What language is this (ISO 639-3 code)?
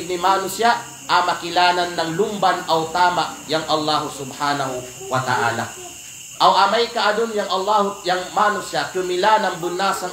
kqe